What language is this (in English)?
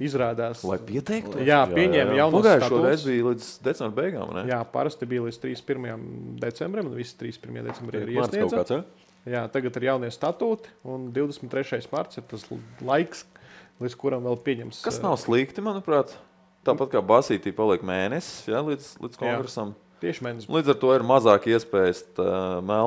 Latvian